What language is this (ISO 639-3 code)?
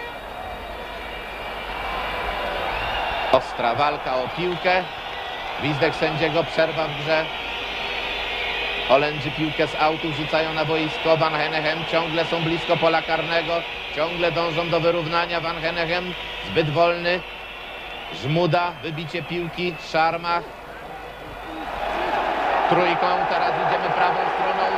pol